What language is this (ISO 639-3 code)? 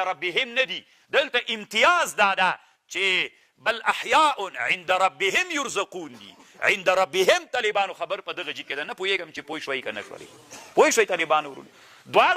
pus